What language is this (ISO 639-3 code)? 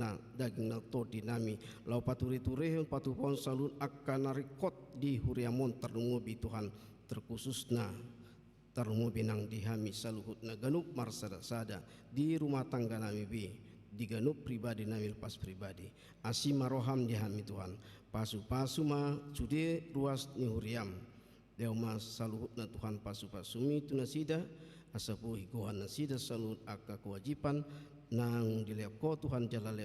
bbc